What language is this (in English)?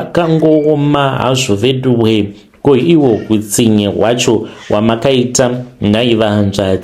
Shona